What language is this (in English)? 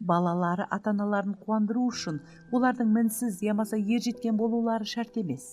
Kara-Kalpak